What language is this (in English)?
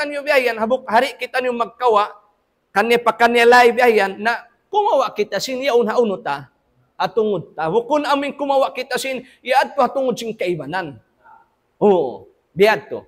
Tausug